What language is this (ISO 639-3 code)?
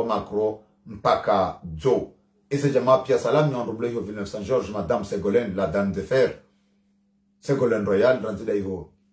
swa